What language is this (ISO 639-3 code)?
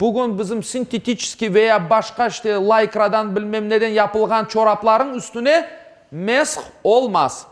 crh